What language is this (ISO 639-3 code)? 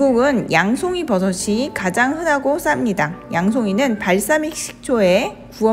kor